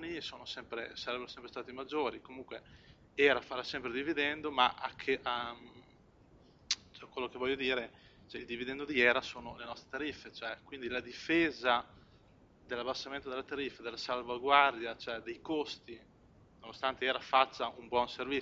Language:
Italian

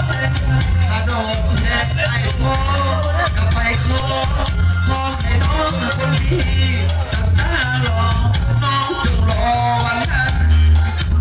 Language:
Lao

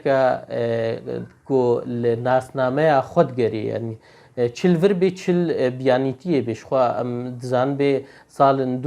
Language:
Kurdish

